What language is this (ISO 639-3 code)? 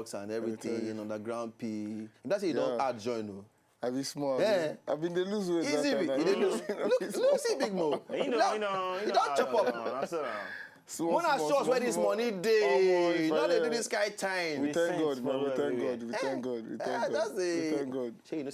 pcm